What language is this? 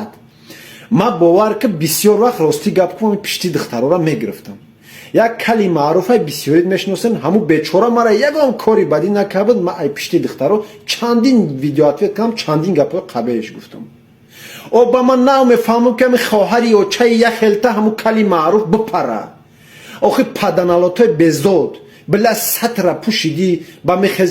Tajik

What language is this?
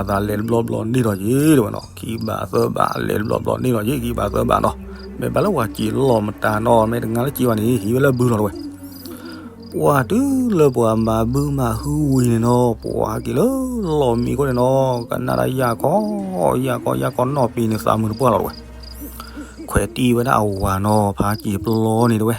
S'gaw Karen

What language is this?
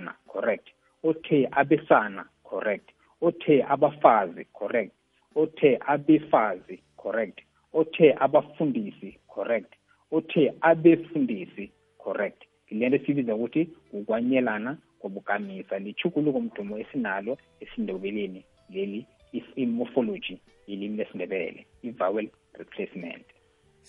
South Ndebele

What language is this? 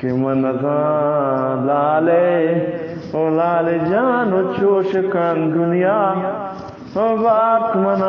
Eastern Balochi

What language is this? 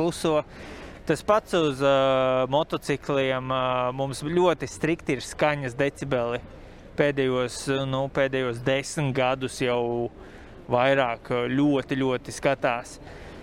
Latvian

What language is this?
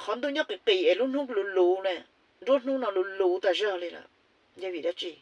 Hmong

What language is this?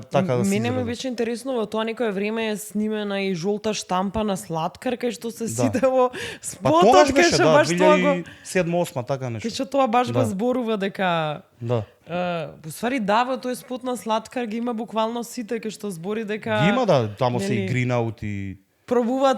Macedonian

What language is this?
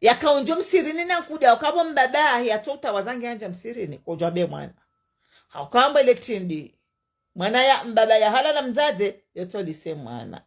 Ngazidja Comorian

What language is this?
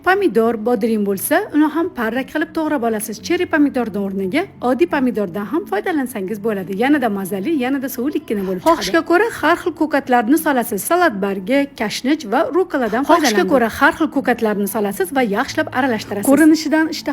Uzbek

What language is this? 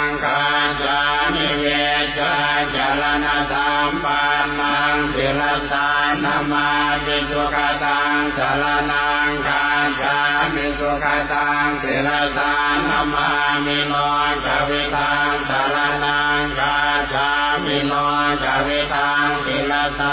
Pali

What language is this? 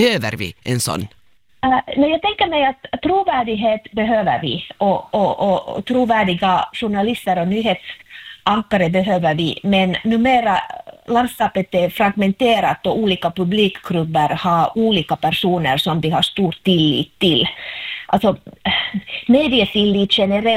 Swedish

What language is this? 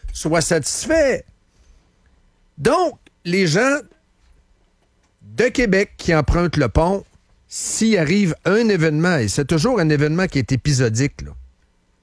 French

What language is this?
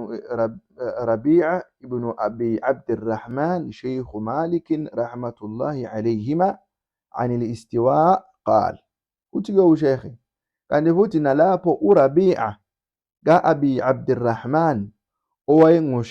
Zulu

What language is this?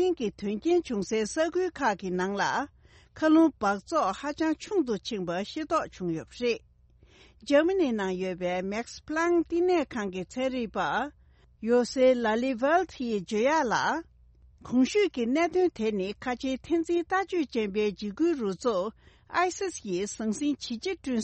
Tibetan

